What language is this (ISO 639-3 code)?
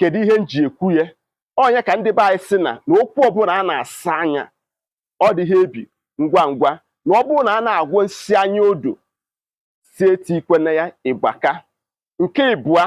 ibo